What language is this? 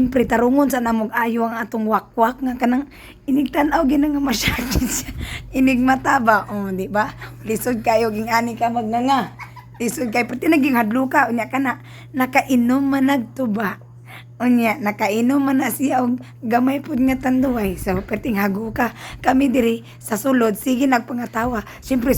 Cebuano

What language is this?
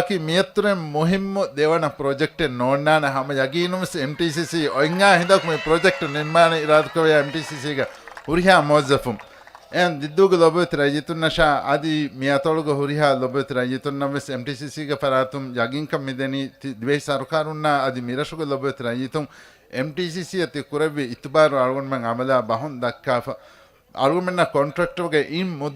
Divehi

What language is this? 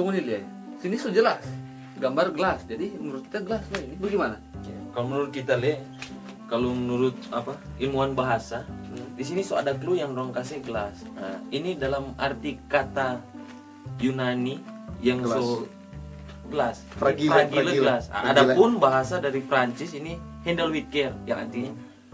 Manado Malay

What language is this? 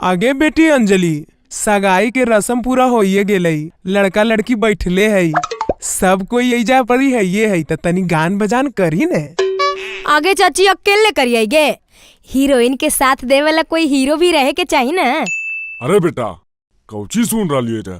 Magahi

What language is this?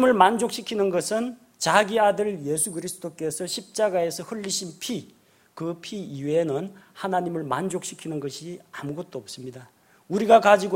Korean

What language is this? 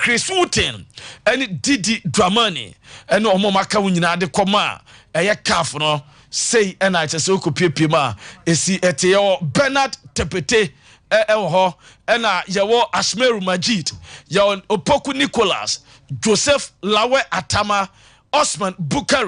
Akan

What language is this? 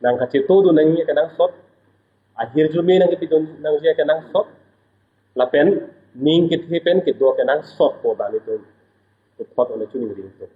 Karbi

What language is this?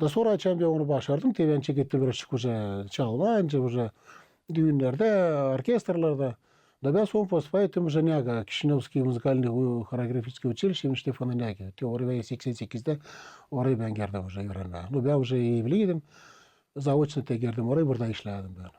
Gagauz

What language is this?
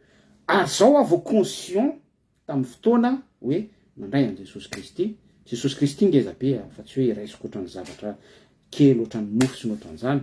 Malagasy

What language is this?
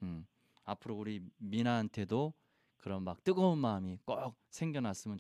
Korean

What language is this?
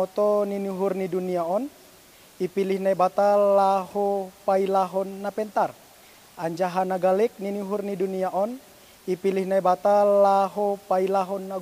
Batak Simalungun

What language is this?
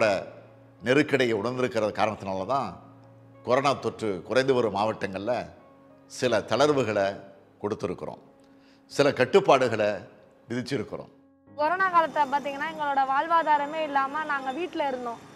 Tamil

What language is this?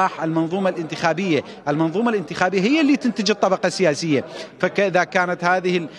Mesopotamian Arabic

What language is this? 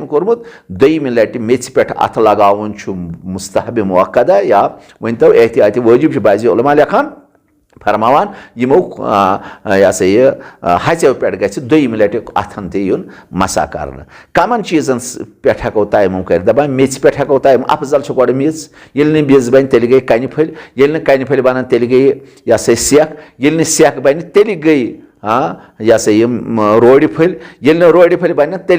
Kashmiri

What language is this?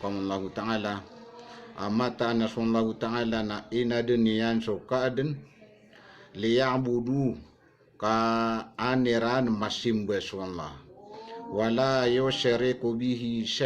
Maranao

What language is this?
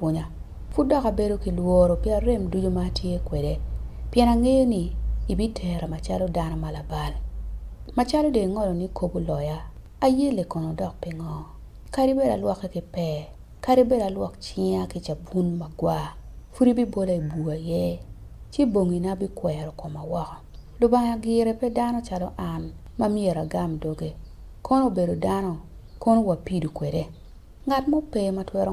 Acoli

